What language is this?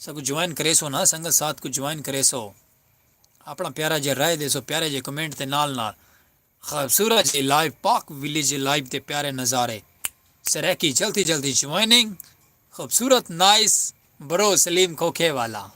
Saraiki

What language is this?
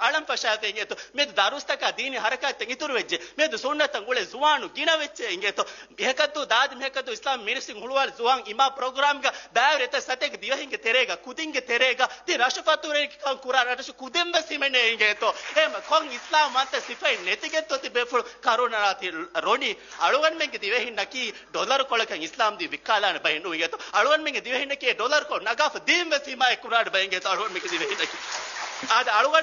Divehi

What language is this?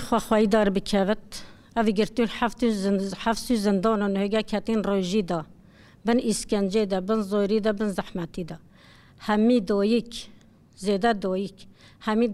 Kurdish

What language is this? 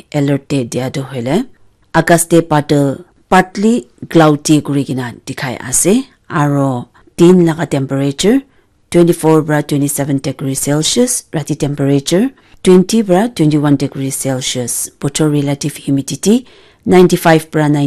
Naga Pidgin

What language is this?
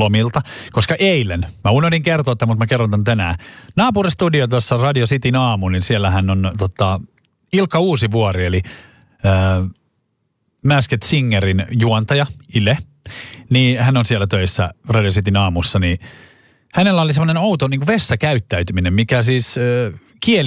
Finnish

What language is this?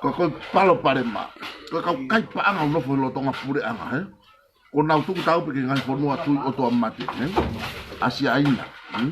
Tongan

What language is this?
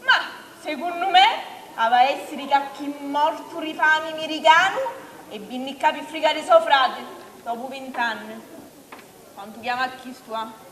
Sicilian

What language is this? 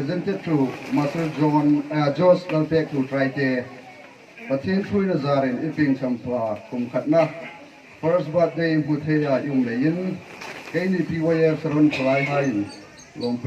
Hmar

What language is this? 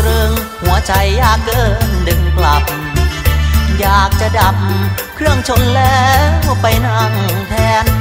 Thai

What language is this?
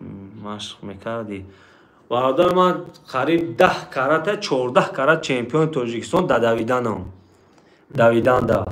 Tajik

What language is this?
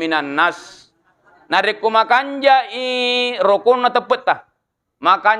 Buginese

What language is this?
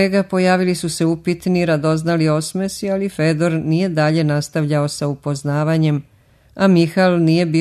Serbian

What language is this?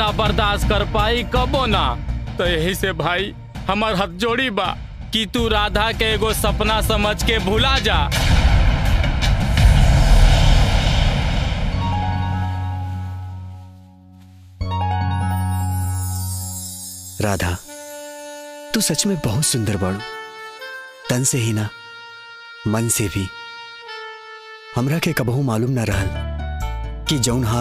Bhojpuri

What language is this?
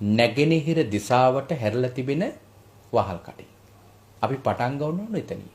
Sinhala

